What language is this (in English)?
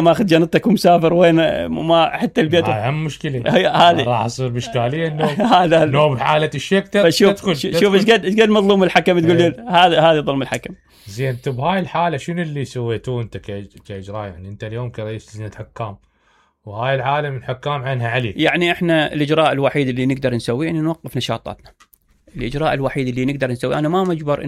Mesopotamian Arabic